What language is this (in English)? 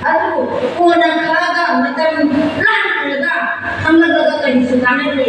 Manipuri